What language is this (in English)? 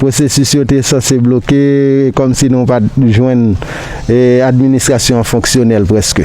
Haitian Creole